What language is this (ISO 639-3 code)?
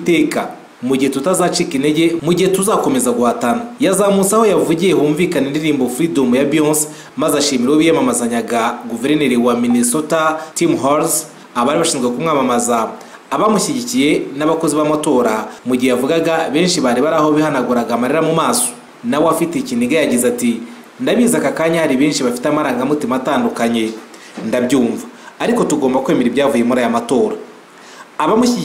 kin